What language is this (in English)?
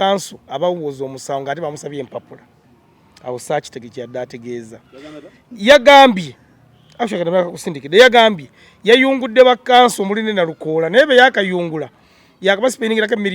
Ganda